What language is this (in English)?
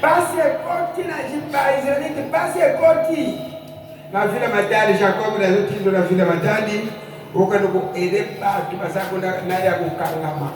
Lingala